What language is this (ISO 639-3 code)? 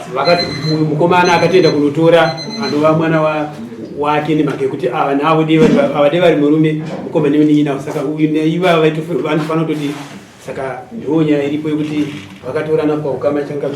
sna